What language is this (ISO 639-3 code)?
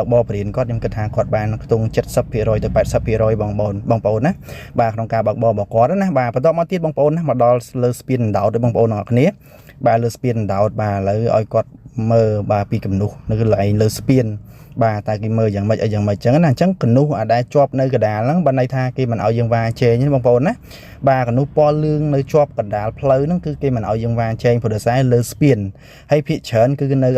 khm